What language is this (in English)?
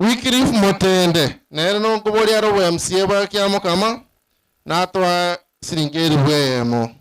Gusii